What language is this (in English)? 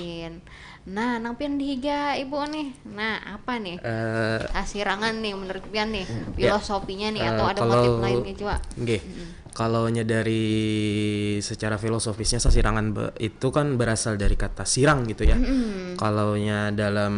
Banjar